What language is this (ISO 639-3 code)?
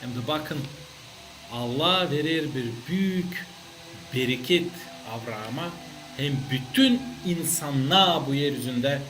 gag